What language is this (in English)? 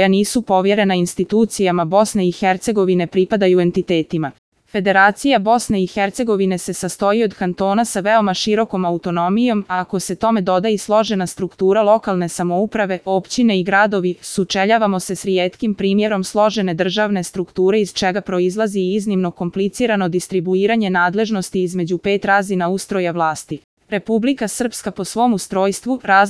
Bosnian